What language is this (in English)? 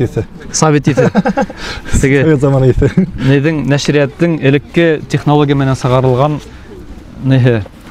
Bashkir